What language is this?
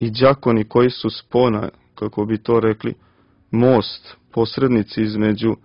Serbian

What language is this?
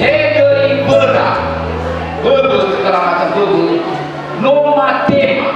Nias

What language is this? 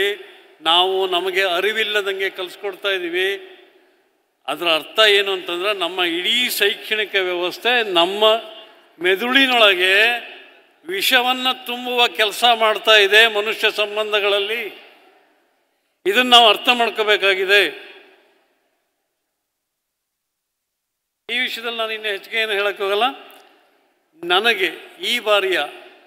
Kannada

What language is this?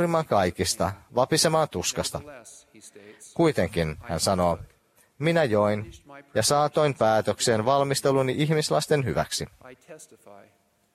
Finnish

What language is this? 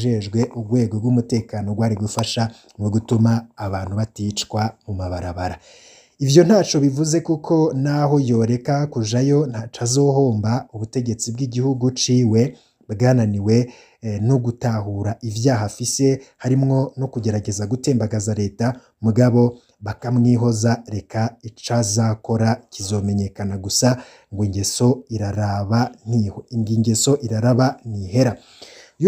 Rundi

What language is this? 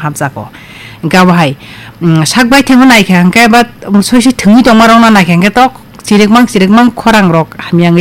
Kok Borok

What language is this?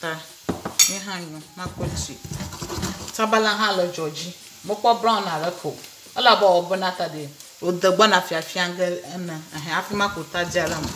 Ewe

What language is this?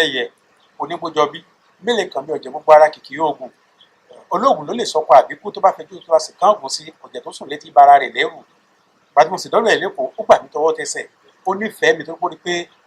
Yoruba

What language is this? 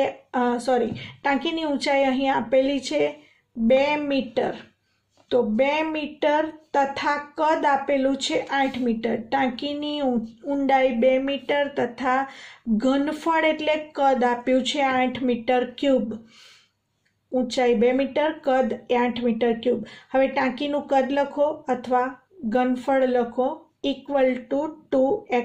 Gujarati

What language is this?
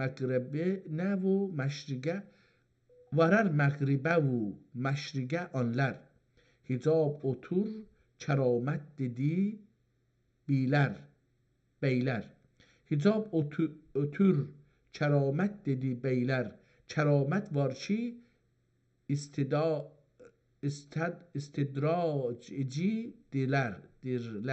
South Azerbaijani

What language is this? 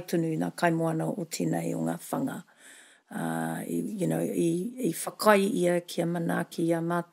Māori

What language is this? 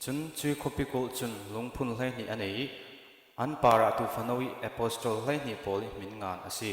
Falam Chin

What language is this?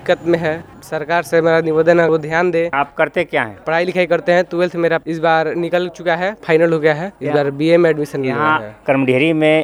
Hindi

